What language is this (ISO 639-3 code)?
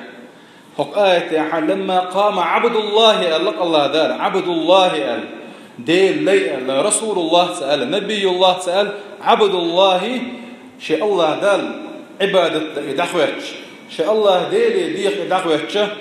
che